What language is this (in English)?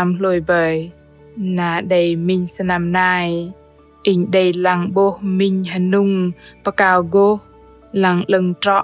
Bahnar